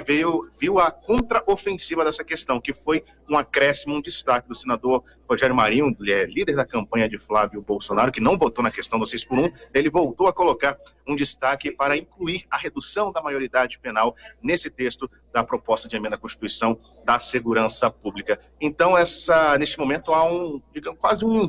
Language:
Portuguese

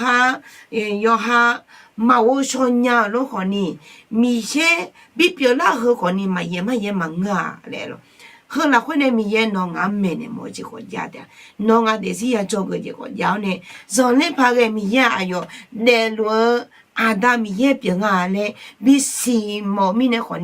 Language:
Akha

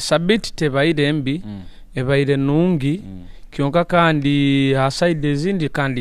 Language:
Nyoro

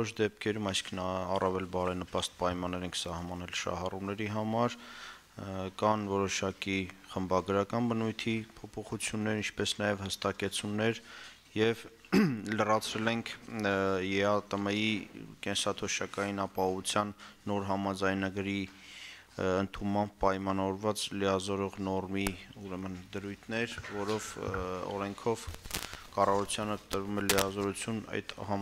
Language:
Armenian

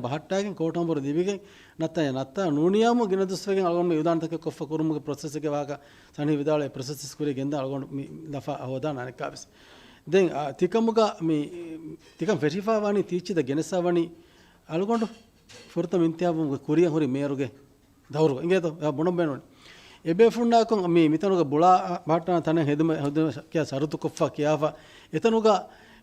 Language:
Divehi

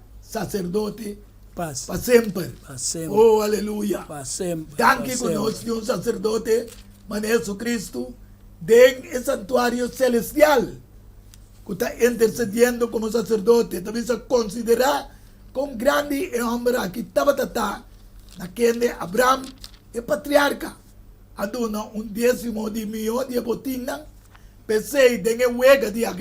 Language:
Papiamento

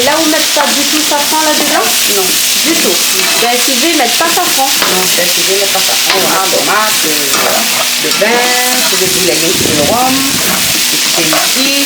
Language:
Réunion Creole French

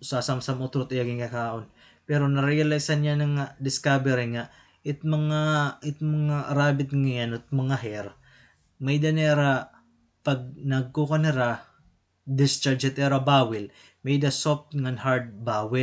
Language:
Waray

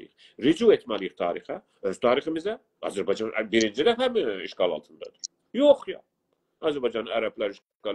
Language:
South Azerbaijani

